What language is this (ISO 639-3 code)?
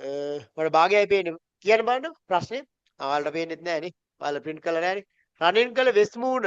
sin